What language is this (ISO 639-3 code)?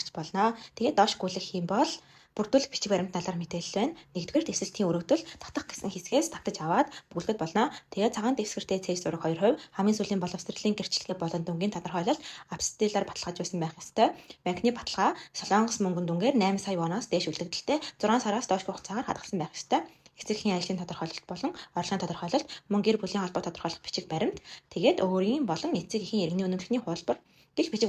mon